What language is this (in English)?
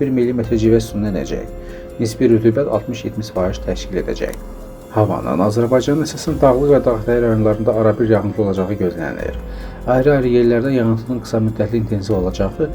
Azerbaijani